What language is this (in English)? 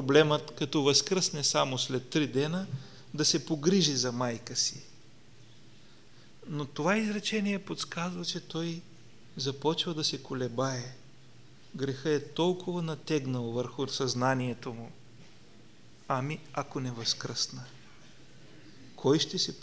Bulgarian